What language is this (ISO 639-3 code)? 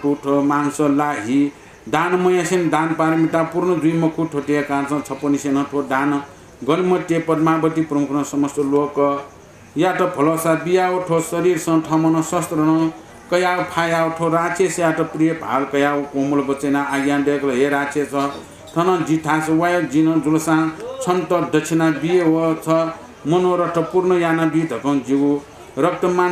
new